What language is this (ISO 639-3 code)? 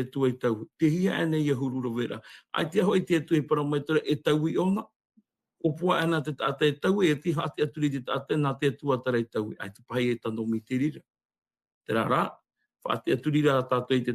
tah